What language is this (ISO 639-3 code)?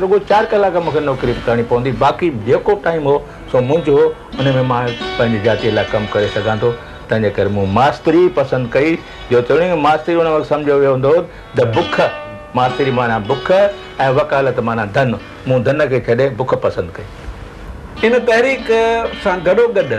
snd